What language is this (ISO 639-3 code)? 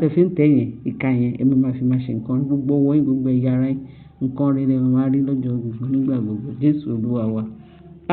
yor